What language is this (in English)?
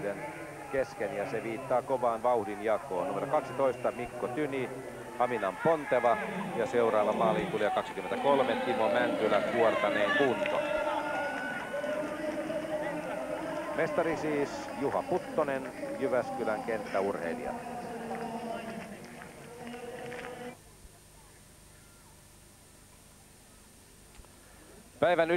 Finnish